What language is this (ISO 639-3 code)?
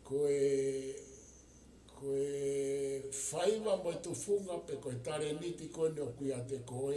ton